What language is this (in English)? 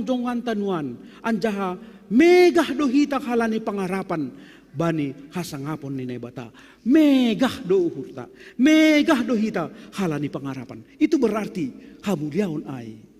Batak Simalungun